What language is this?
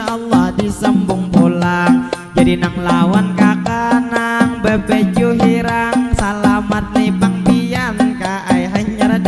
Banjar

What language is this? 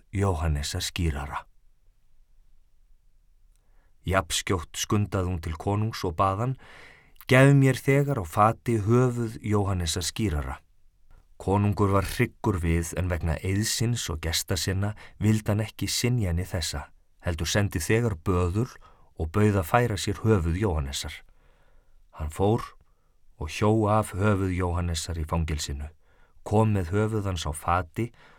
Icelandic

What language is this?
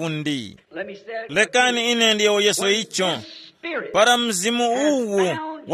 Tumbuka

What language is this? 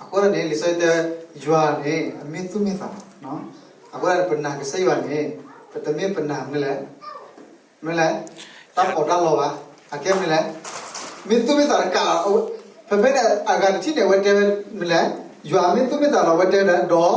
S'gaw Karen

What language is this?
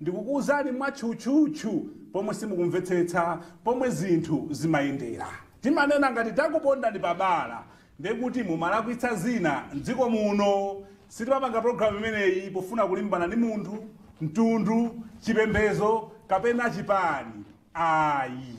Nyanja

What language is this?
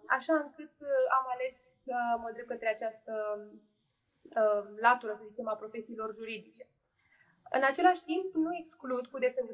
Romanian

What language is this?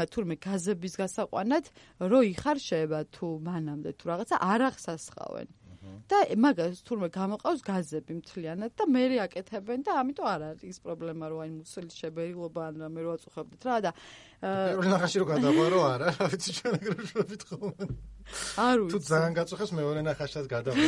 Georgian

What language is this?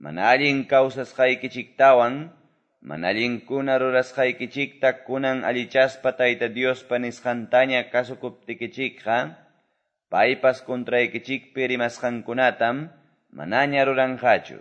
Quechua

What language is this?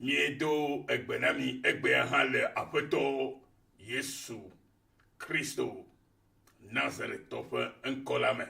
Ewe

